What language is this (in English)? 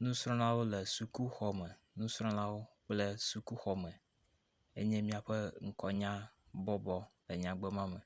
Ewe